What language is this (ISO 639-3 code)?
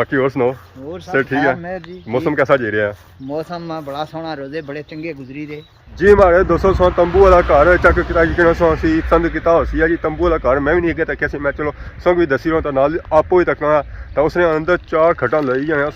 phr